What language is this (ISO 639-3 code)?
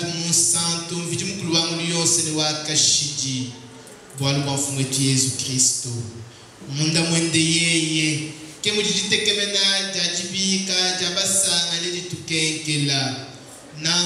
lua